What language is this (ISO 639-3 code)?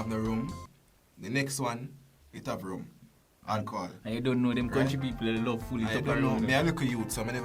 jam